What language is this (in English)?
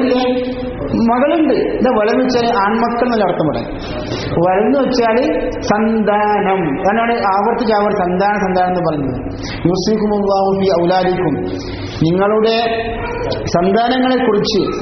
Malayalam